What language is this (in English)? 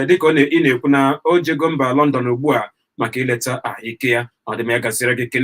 Igbo